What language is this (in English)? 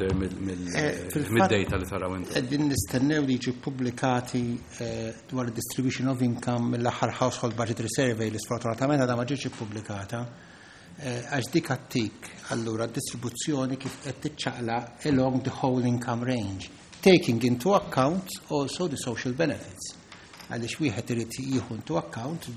Maltese